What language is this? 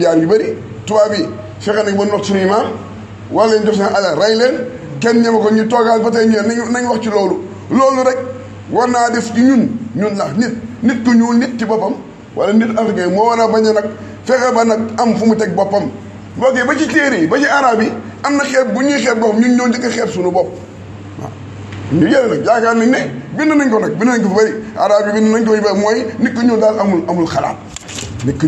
Wolof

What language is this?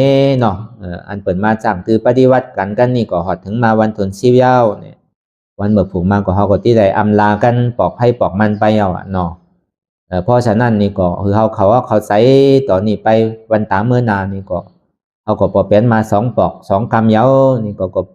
Shan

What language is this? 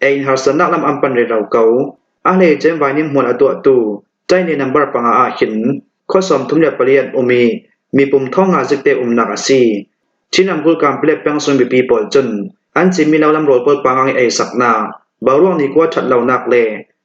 Falam Chin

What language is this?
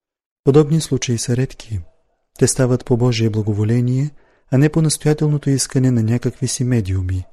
Bulgarian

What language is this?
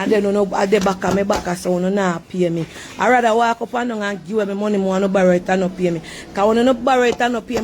Jamaican Creole English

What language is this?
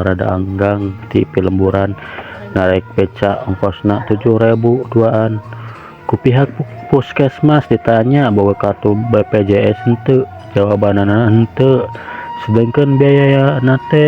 Sundanese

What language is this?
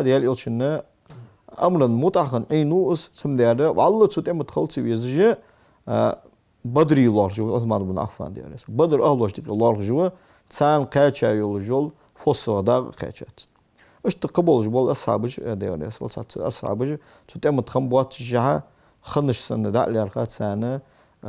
Ingush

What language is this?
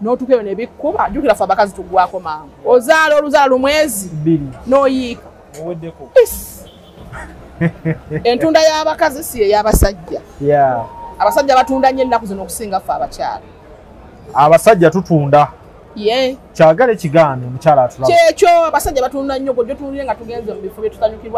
Ganda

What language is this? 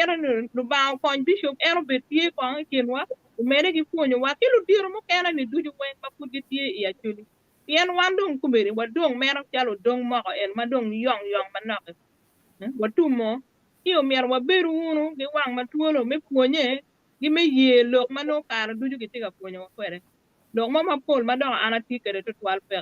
Acoli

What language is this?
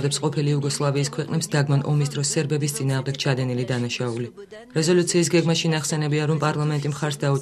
Georgian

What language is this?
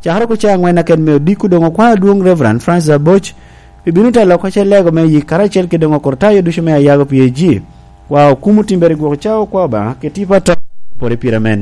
Lango (Uganda)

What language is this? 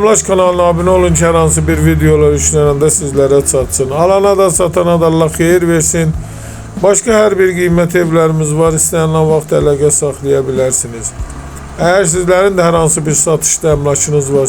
Azerbaijani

